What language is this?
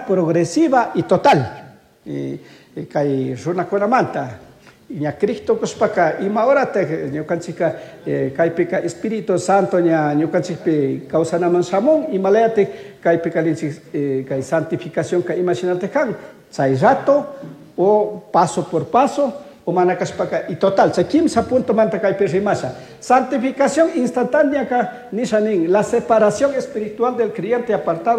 Chimborazo Highland Quichua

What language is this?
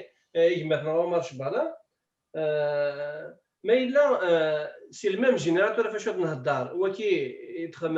Kabyle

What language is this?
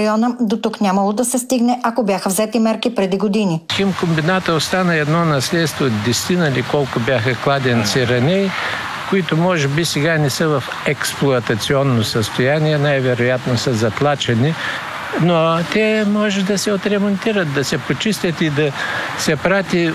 Bulgarian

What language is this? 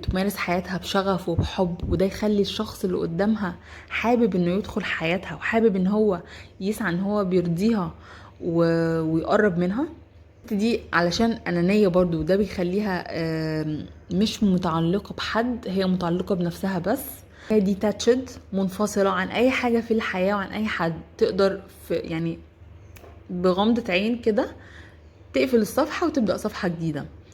Egyptian Arabic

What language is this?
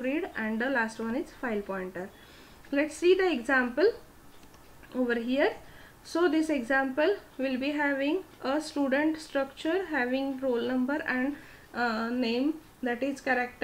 English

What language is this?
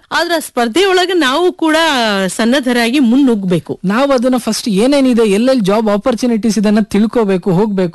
Kannada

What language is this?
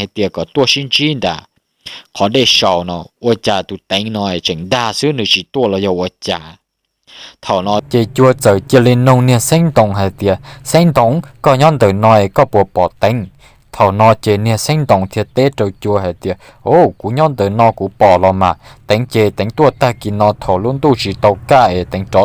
Hmong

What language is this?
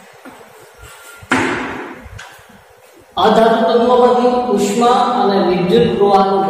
Gujarati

